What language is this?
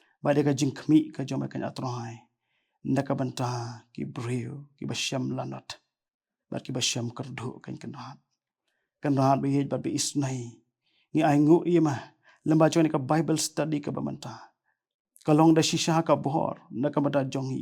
Khasi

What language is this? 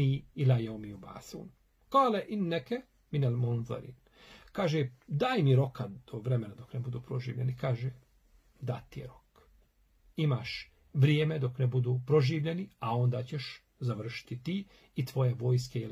Bosnian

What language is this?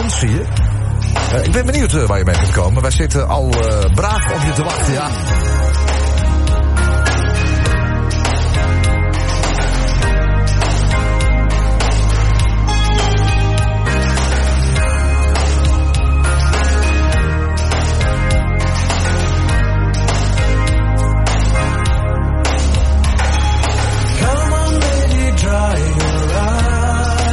Dutch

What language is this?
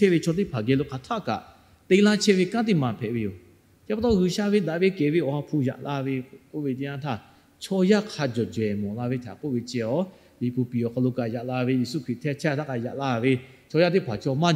Lahu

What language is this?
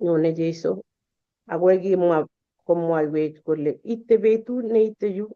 Kalenjin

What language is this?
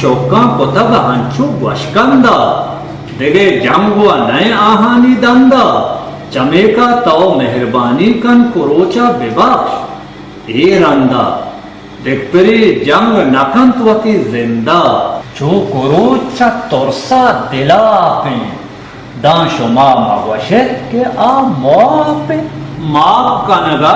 Baluchi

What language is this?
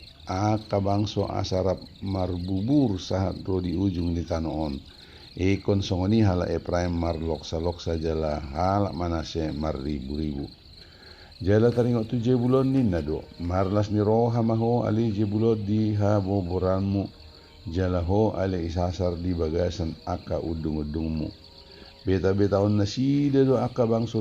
Batak Toba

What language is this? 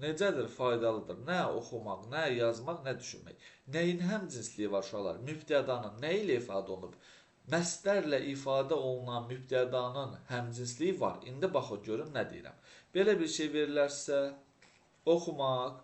Azerbaijani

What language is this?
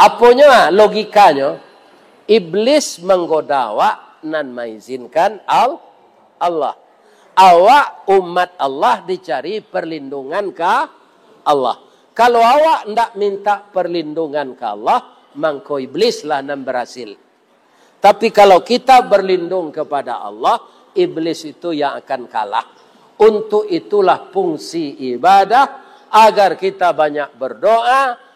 Minangkabau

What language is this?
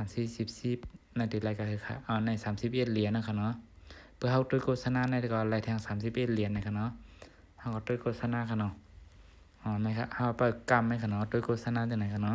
Shan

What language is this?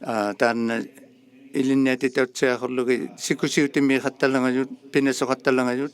Inuktitut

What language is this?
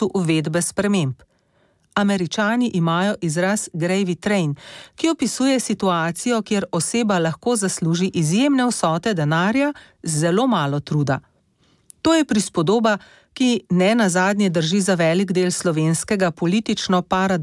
Slovenian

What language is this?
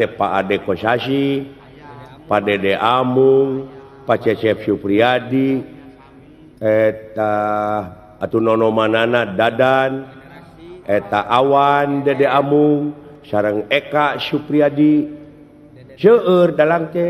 Sundanese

